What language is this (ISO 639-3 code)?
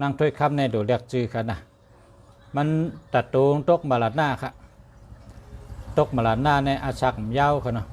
shn